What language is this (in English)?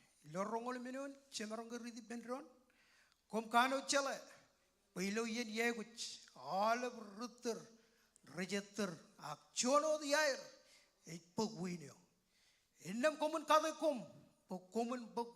Marshallese